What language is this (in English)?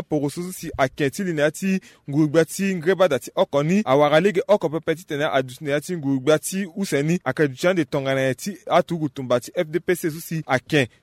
Sango